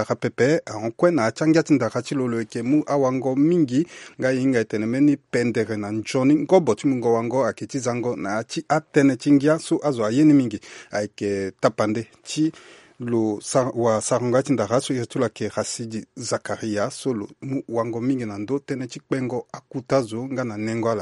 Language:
Sango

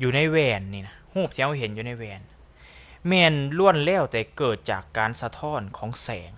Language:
Lao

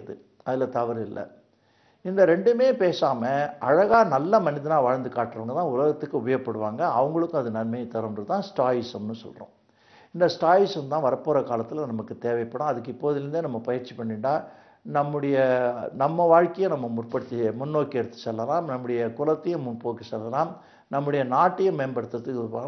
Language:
Tamil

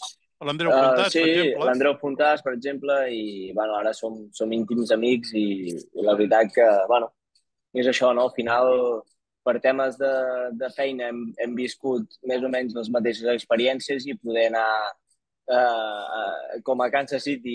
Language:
Catalan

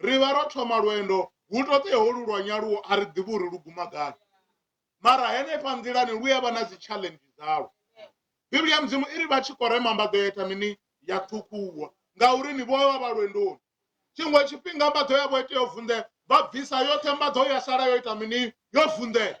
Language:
Venda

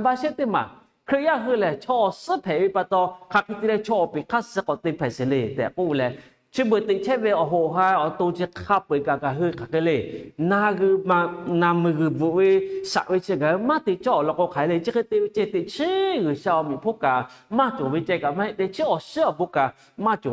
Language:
Lahu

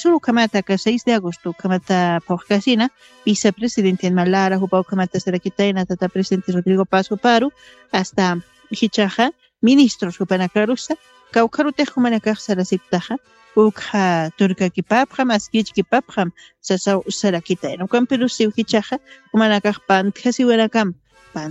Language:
Aymara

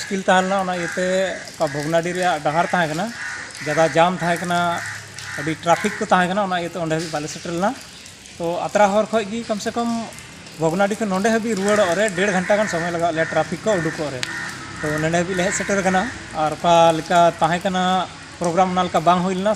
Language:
Santali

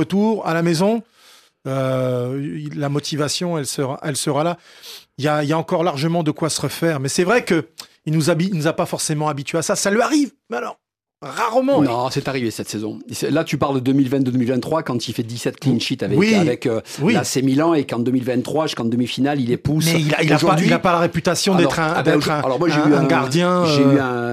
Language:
French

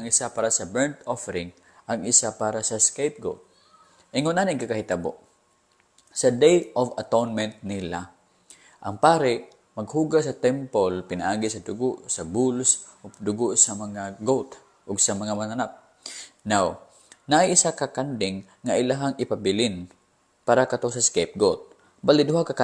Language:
Cebuano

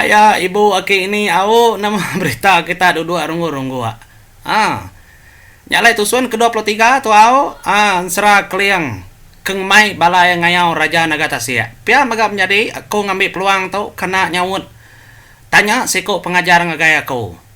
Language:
Iban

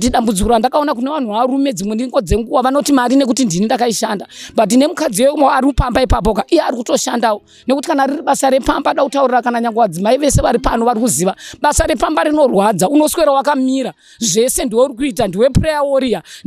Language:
Shona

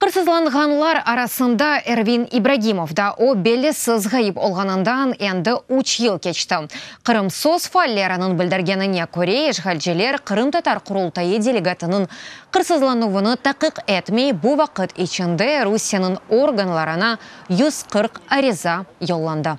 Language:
Crimean Tatar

